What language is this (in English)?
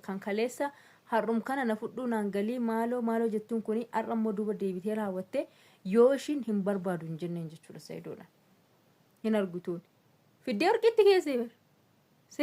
Oromo